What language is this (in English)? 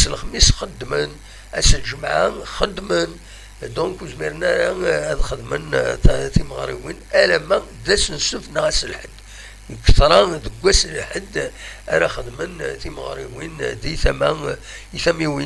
Kabyle